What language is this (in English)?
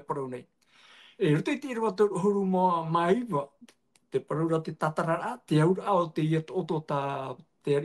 Tahitian